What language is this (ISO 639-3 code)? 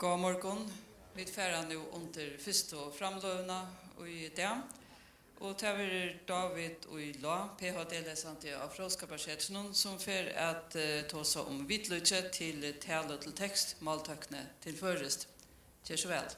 fao